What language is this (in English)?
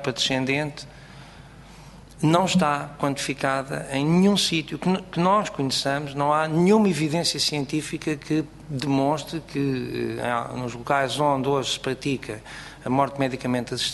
Portuguese